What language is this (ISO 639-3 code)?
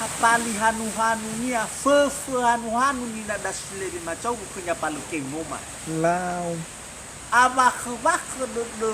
nia